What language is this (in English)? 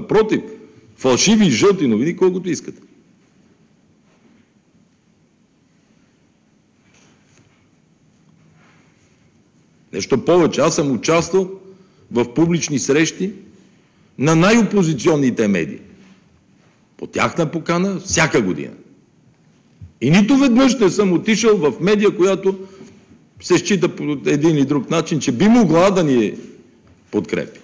Bulgarian